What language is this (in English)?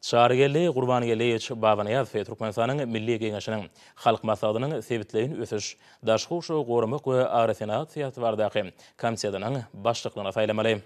Turkmen